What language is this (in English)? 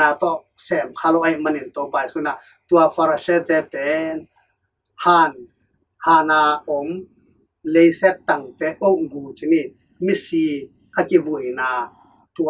Tedim Chin